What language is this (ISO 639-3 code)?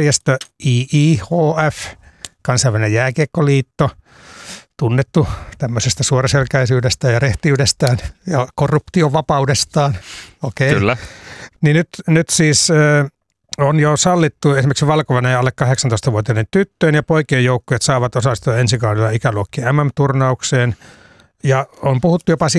fin